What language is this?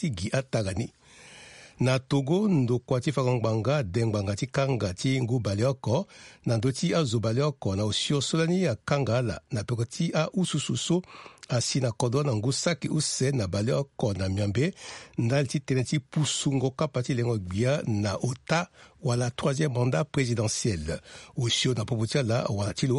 Sango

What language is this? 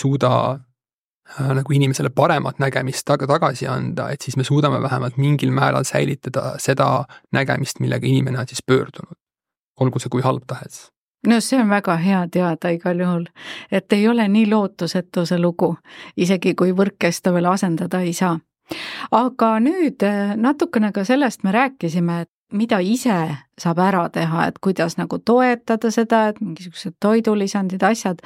Estonian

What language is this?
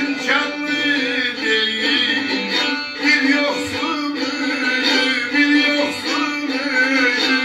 South Azerbaijani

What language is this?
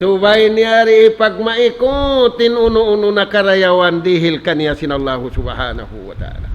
Tausug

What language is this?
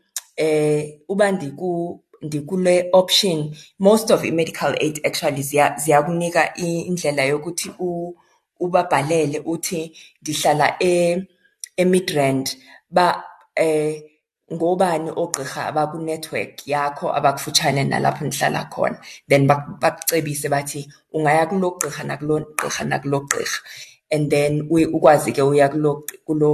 Xhosa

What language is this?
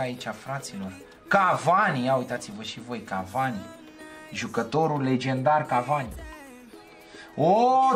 Romanian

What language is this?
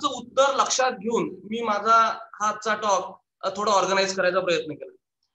Marathi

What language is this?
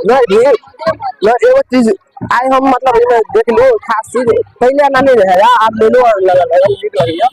Maithili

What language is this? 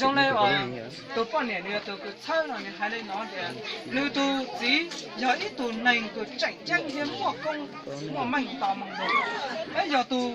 Hmong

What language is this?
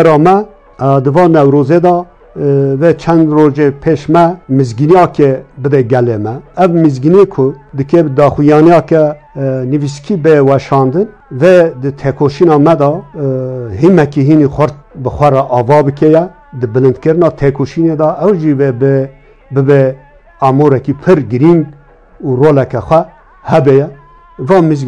Kurdish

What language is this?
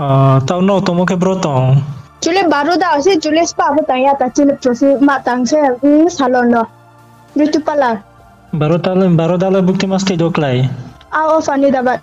Riang (India)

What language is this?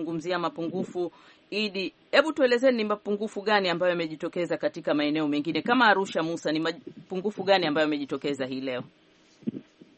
Swahili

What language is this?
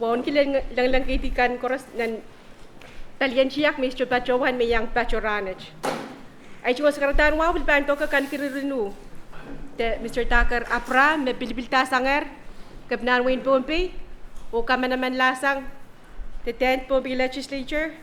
Pohnpeian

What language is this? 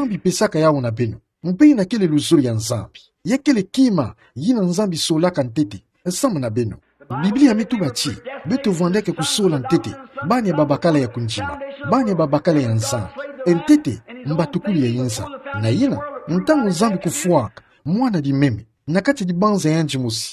Kituba (Democratic Republic of Congo)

